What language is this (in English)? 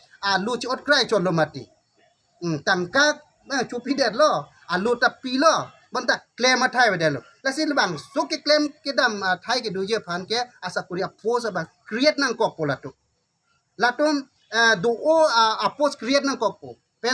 Karbi